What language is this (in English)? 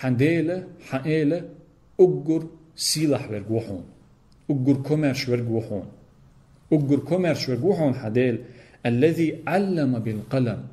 Chechen